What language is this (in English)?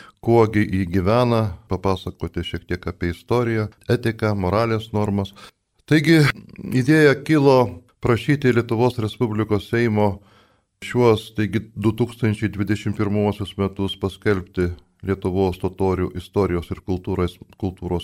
Lithuanian